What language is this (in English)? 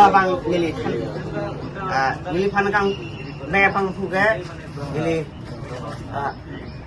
Karbi